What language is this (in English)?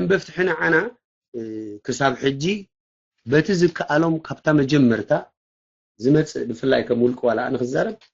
Tigrinya